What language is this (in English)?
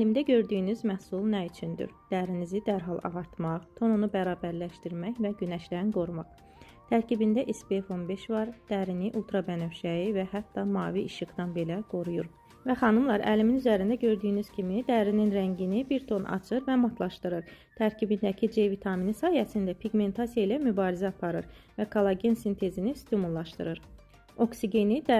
Azerbaijani